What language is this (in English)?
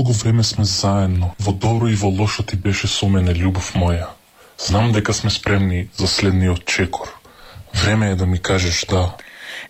Macedonian